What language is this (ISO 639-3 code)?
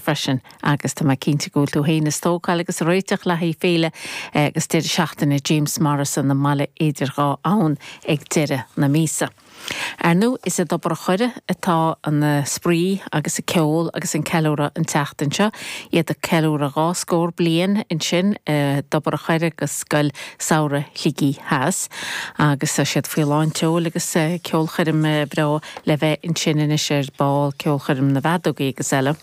gle